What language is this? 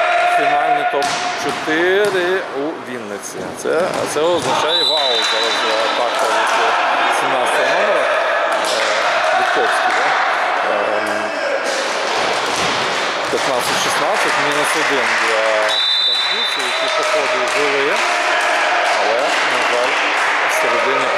Ukrainian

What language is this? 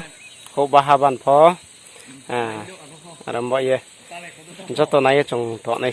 Riang (India)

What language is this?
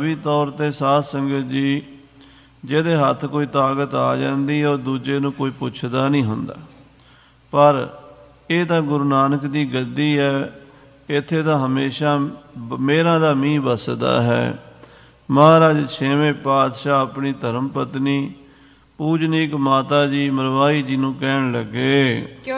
Punjabi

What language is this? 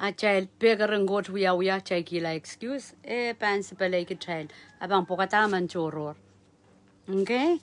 Pohnpeian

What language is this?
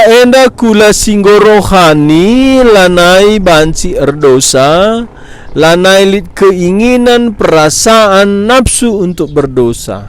Batak Karo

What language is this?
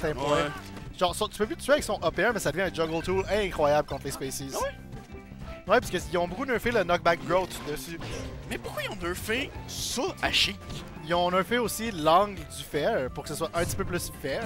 French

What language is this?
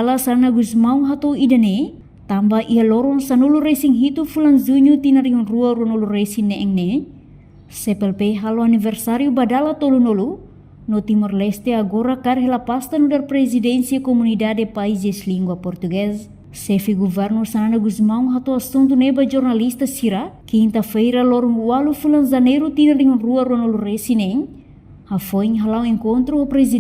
Tetum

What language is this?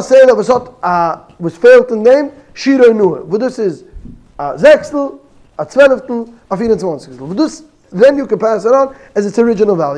Yiddish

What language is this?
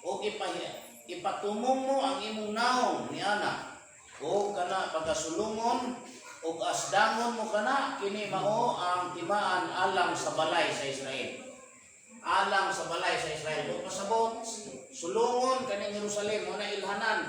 Cebuano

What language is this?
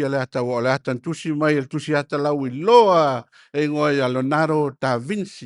Samoan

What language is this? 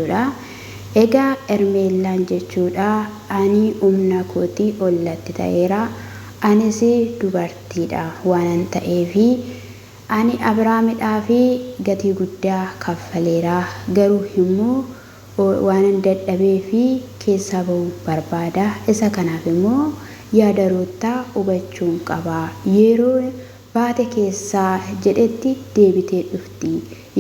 Oromo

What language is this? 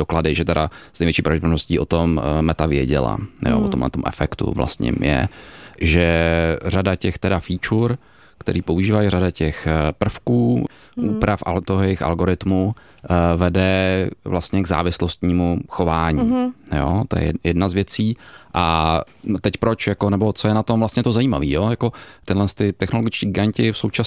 Czech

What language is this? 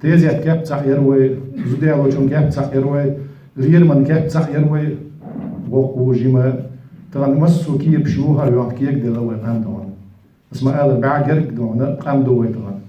Chechen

